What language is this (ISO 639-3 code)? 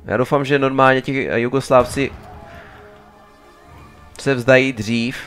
ces